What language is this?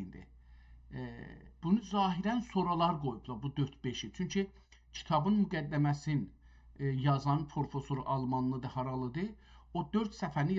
South Azerbaijani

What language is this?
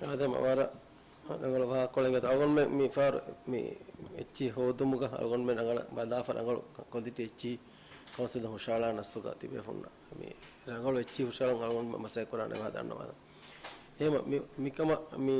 Divehi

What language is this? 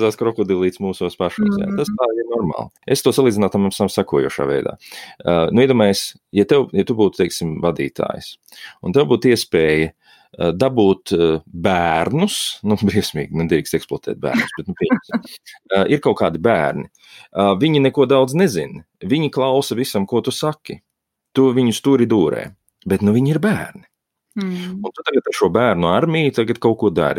Latvian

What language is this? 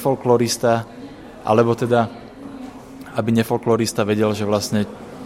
Slovak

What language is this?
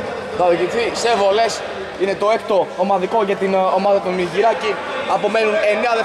Greek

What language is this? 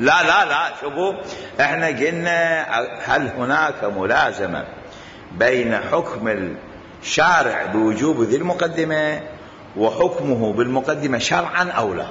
Mesopotamian Arabic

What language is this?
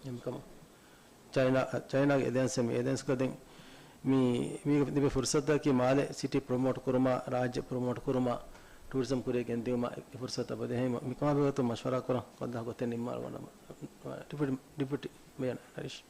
Divehi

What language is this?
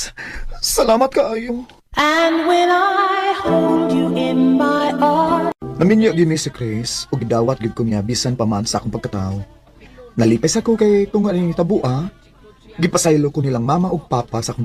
Cebuano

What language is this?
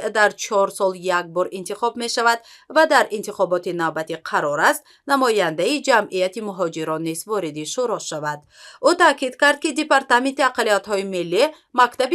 Tajik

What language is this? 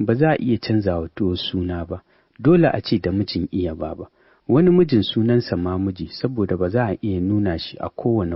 Hausa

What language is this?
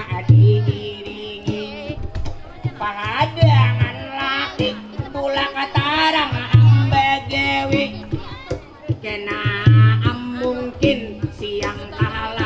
Banjar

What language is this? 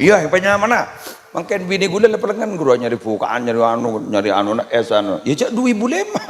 Madurese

